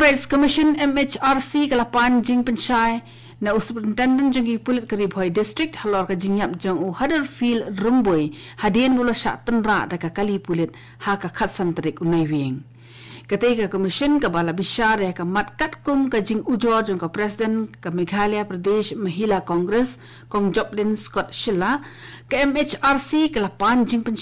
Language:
Khasi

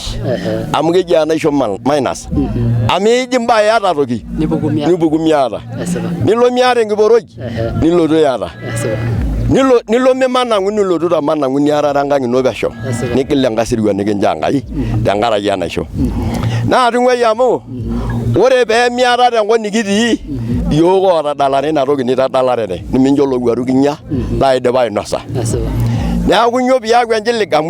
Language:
Masai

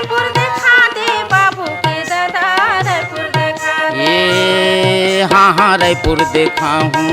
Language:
Chhattisgarhi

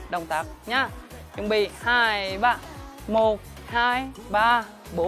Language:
Vietnamese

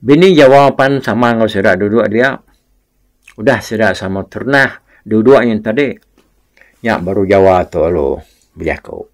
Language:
Iban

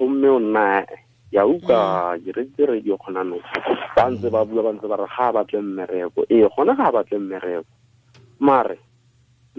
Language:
Tswana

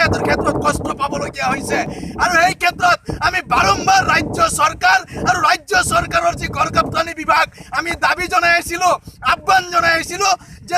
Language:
Assamese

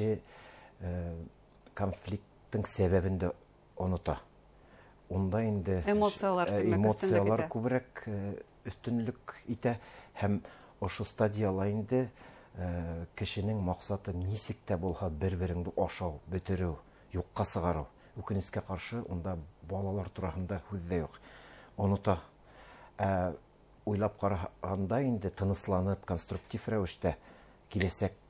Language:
Bashkir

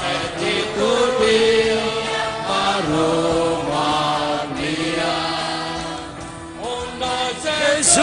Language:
Tetum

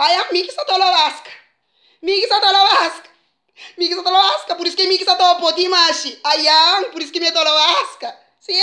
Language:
Kabuverdianu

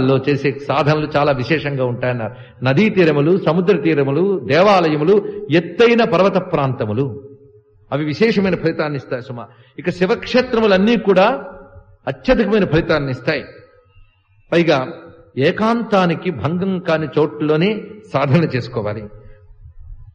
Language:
Telugu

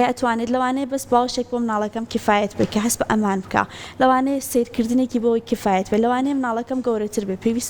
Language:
Central Kurdish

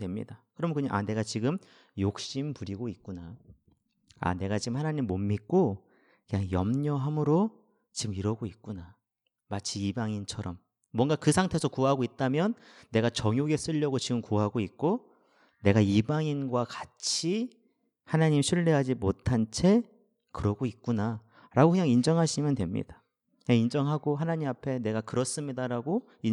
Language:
Korean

